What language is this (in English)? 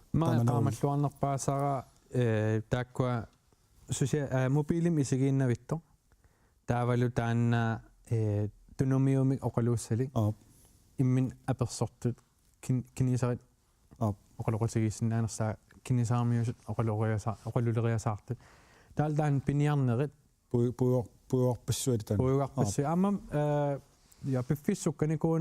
Kalaallisut